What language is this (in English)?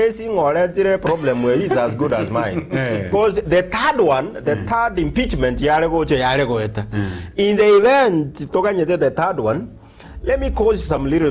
Gusii